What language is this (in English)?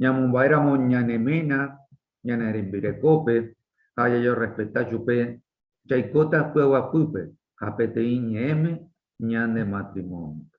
Guarani